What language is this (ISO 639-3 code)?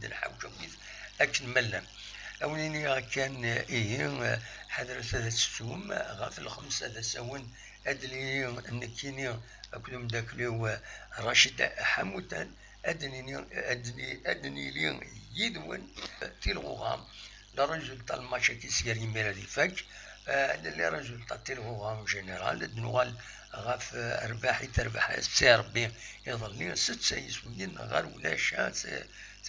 kab